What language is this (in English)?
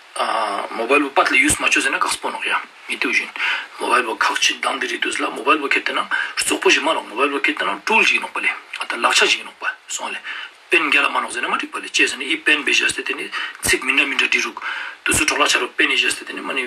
Ladakhi